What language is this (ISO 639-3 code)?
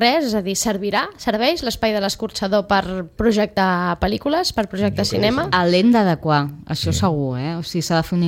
cat